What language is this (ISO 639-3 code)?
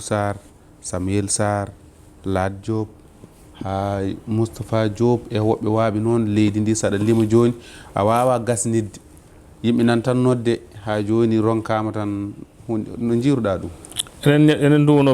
ful